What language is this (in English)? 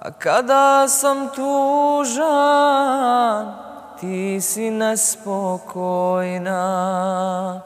Bosnian